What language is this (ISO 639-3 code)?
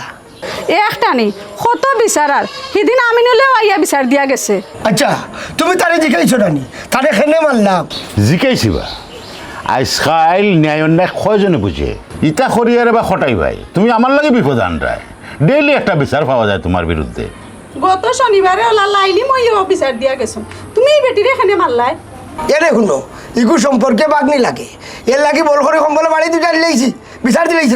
syl